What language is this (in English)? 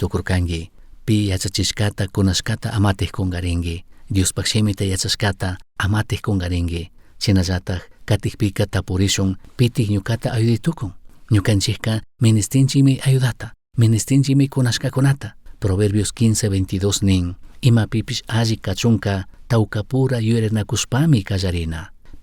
Chimborazo Highland Quichua